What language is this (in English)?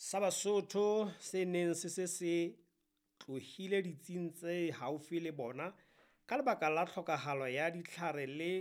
Southern Sotho